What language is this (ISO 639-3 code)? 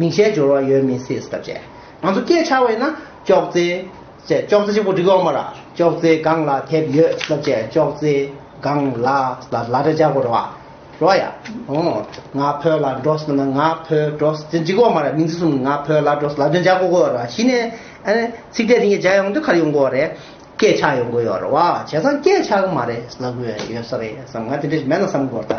bod